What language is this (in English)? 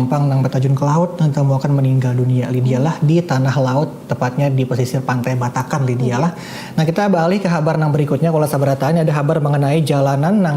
Banjar